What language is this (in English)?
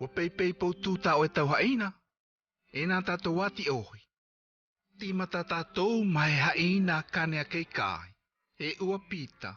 South Marquesan